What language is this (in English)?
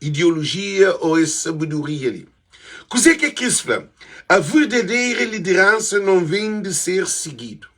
Kabuverdianu